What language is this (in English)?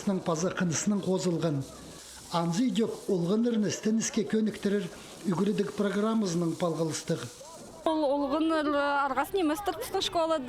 Khakas